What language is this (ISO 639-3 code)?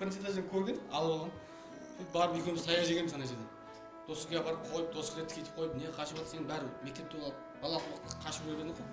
kaa